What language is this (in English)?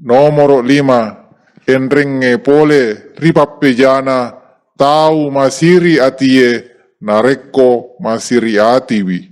Buginese